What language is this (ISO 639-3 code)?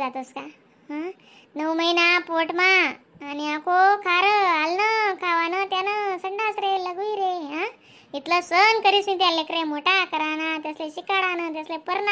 khn